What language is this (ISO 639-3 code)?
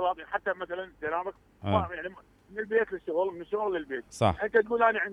acm